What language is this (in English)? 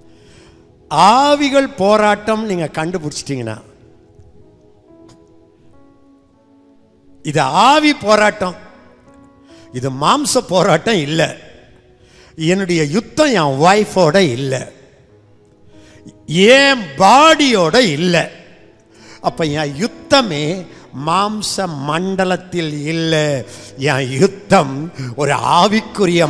Tamil